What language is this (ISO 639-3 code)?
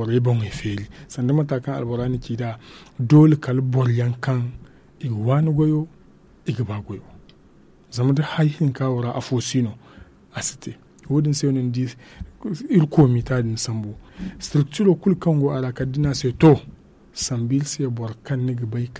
dje